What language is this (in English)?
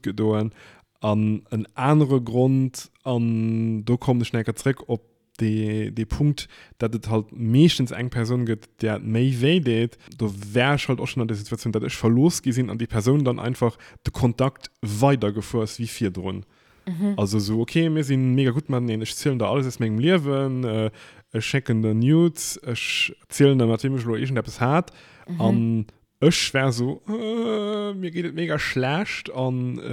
Luxembourgish